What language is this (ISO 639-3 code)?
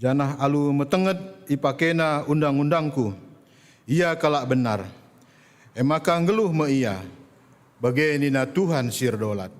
btx